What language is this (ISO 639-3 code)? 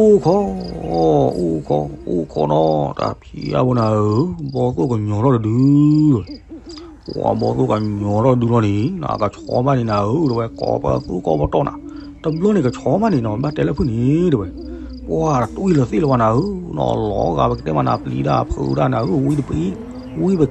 ksw